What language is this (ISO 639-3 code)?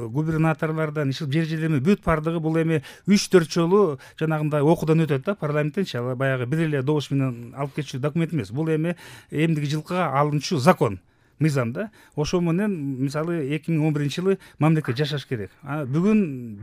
kir